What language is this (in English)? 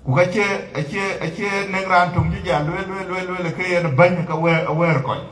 Dinka